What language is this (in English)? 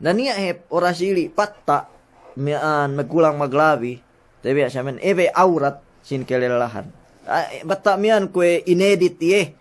Yakan